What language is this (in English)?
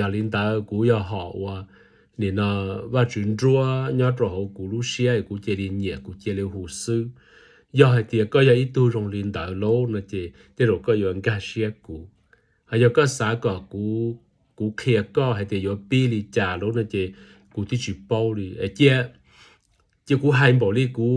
Hmong